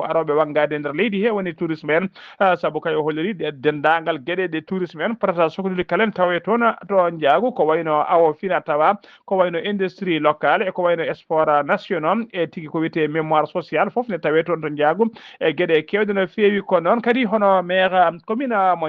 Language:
Fula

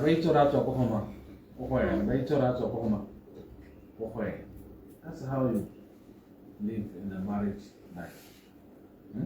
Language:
Tswana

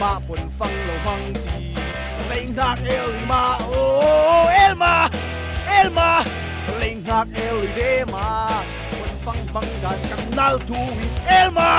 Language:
Falam Chin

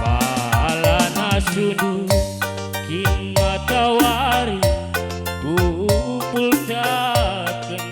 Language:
Batak Karo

